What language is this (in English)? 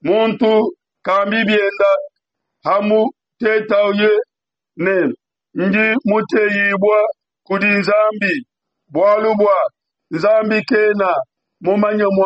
Luba-Lulua